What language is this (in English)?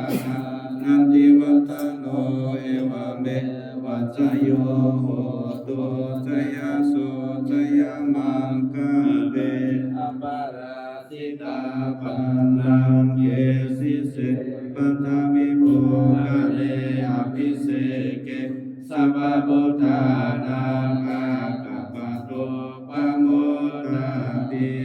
Pali